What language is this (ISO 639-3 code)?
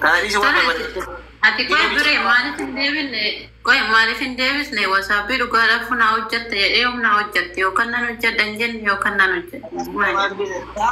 orm